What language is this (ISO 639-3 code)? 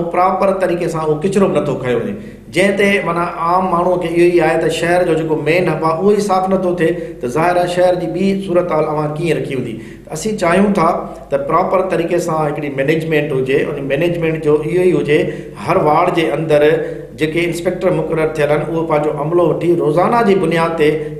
snd